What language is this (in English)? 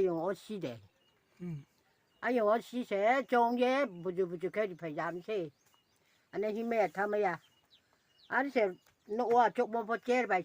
Riang (India)